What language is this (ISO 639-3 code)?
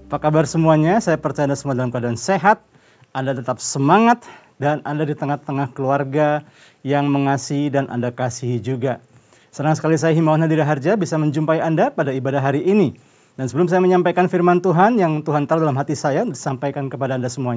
ind